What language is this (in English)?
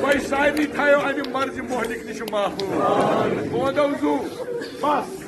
Kashmiri